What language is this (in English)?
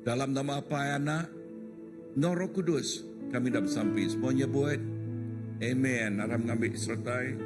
Iban